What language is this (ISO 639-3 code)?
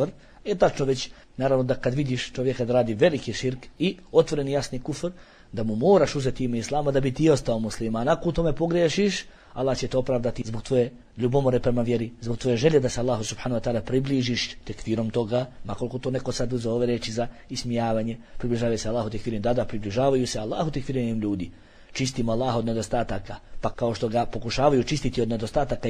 bos